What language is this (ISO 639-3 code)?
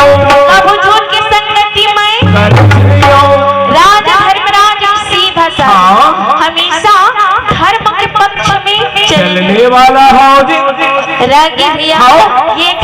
hne